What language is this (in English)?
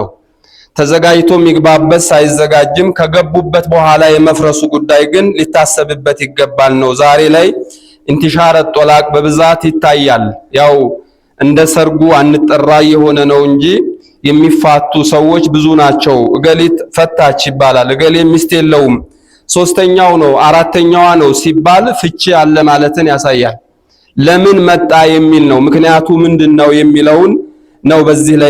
Amharic